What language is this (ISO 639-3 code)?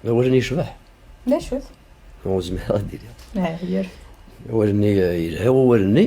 kab